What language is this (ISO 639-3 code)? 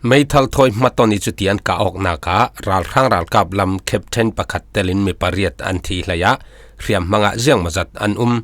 cfm